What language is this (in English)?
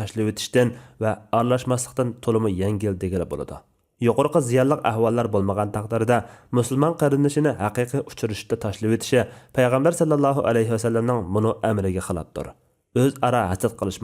Uyghur